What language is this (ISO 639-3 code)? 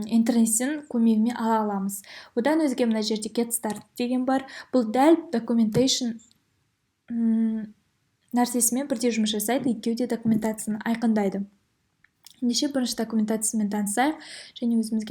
kaz